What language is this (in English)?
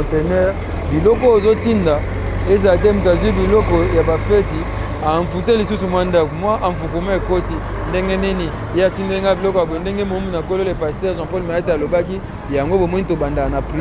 Lingala